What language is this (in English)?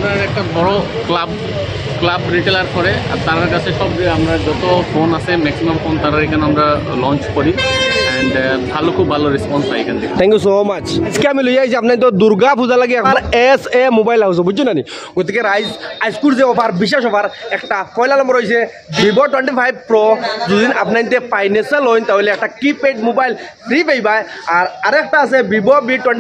Sylheti